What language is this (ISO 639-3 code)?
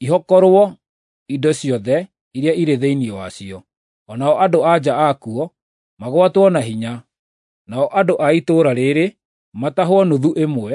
kik